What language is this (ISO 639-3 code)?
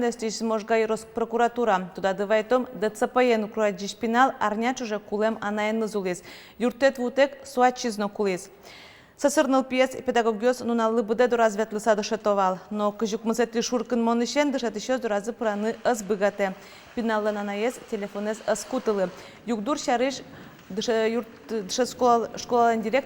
udm